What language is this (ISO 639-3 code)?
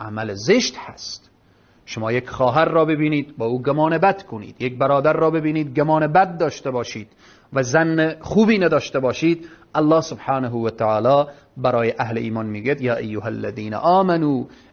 fas